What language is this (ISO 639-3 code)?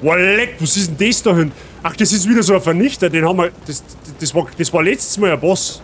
bar